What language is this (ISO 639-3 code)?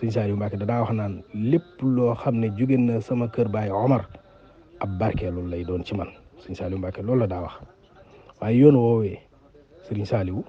wol